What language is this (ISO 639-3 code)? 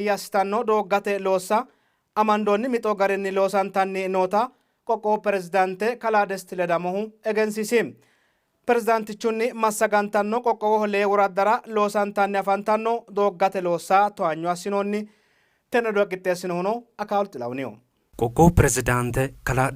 sid